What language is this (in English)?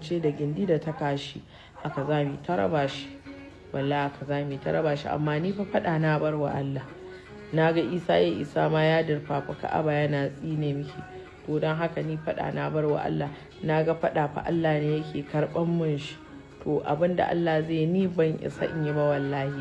Hausa